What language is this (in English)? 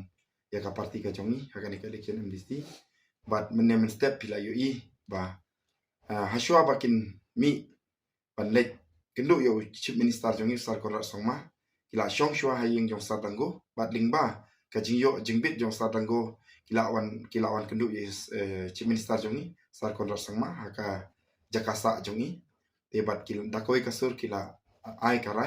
Khasi